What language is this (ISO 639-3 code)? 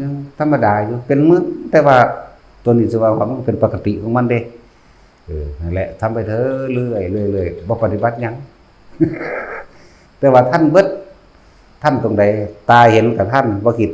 lao